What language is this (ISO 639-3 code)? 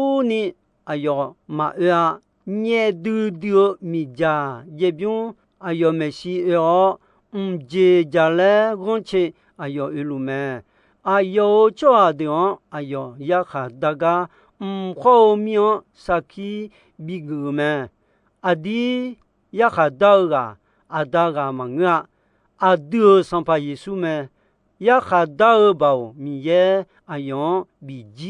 ahk